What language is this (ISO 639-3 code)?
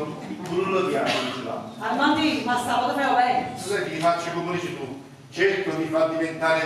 nap